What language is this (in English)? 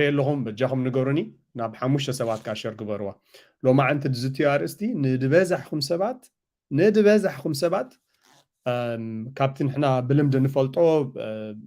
Tigrinya